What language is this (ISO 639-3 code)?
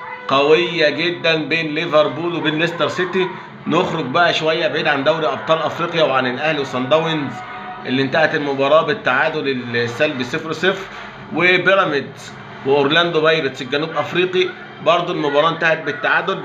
arz